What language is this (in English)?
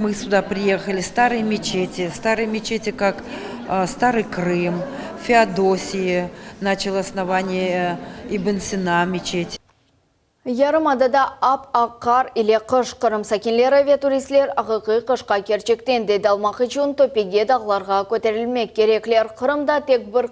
Crimean Tatar